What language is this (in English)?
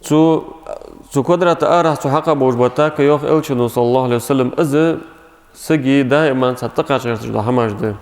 Ingush